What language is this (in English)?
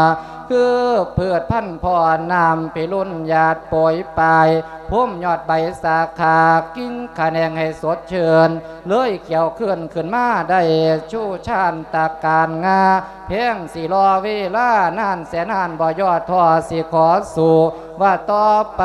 Lao